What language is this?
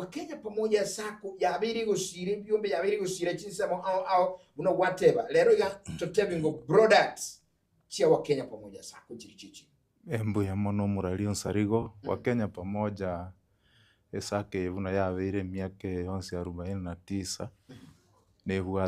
Gusii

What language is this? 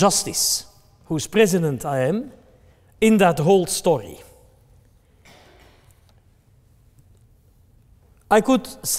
English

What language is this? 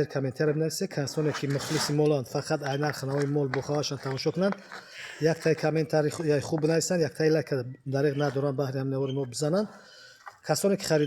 Tajik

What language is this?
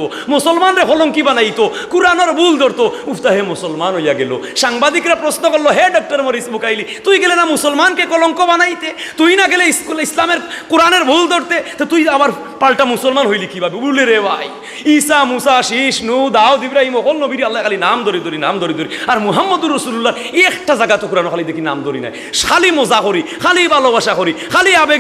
Sylheti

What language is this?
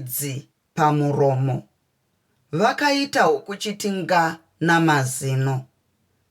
Shona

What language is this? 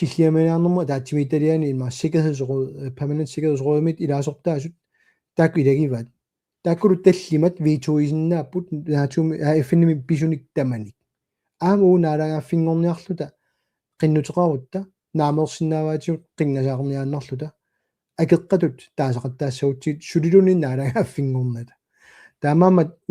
Kalaallisut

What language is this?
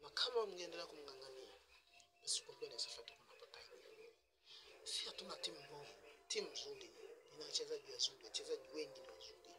Swahili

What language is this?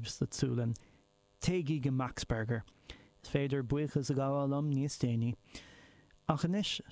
Irish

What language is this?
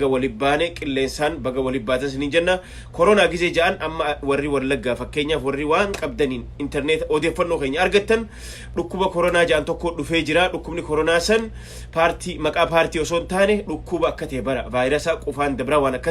Oromo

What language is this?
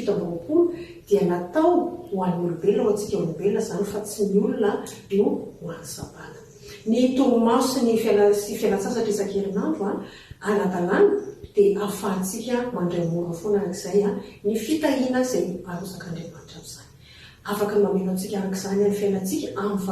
Malagasy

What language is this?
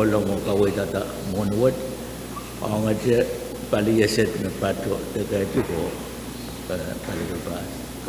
Pohnpeian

